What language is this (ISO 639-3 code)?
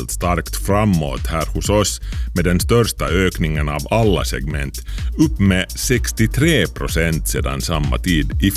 swe